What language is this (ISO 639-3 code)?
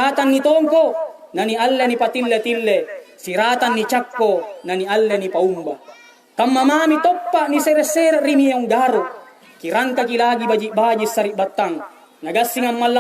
mak